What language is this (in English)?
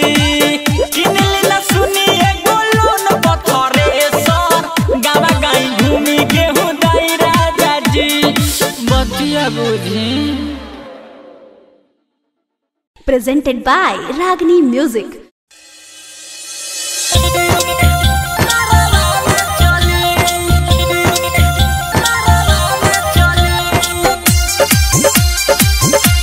Bhojpuri